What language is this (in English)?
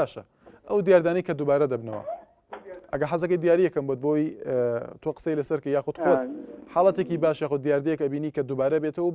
Central Kurdish